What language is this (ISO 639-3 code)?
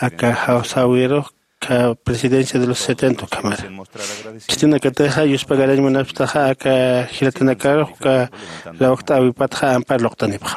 aym